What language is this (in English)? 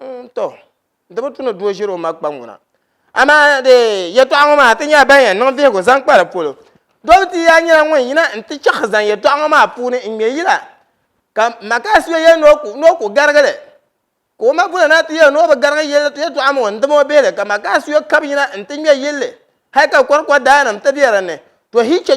Dagbani